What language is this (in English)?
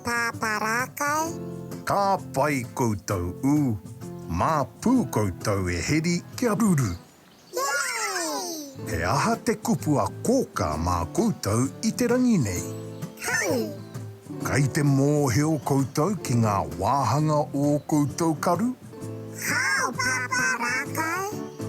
Māori